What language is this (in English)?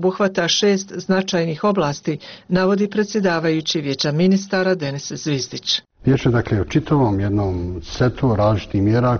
Bosnian